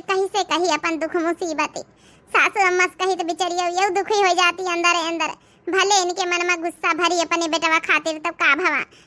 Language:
Awadhi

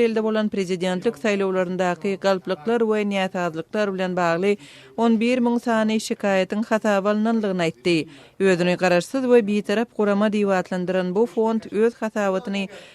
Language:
Turkmen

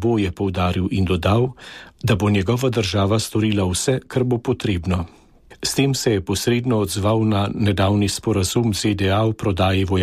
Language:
Slovenian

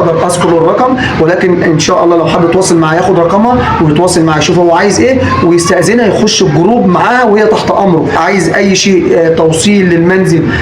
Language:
Egyptian Arabic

